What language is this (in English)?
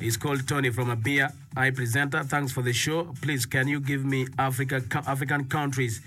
Acoli